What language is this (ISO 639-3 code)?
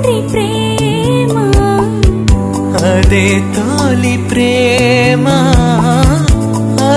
tel